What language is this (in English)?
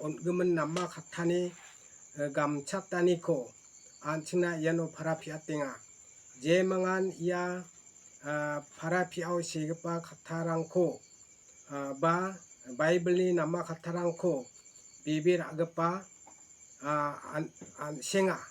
Garo